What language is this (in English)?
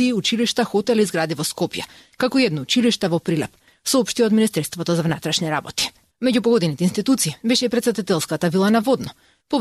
Macedonian